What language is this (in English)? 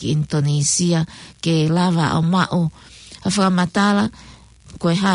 Tongan